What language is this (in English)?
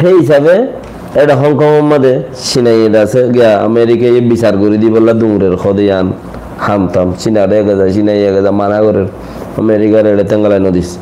Rohingya